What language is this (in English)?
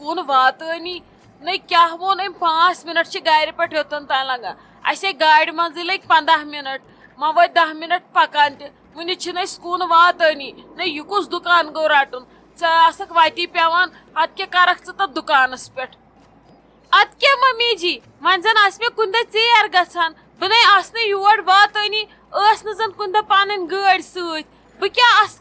Kashmiri